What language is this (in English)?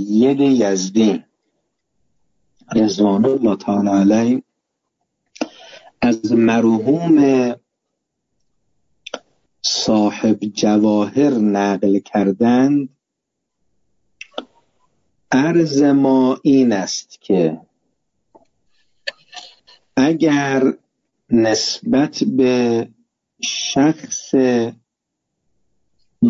Persian